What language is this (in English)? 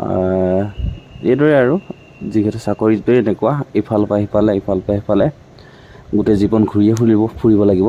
Assamese